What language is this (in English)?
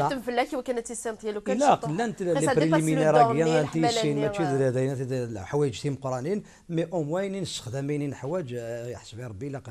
Kabyle